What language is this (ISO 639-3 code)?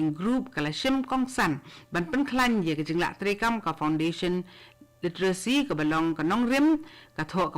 kha